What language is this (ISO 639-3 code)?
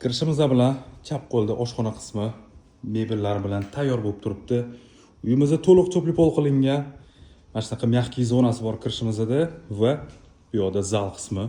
uzb